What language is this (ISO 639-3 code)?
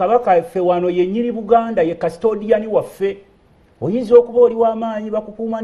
lug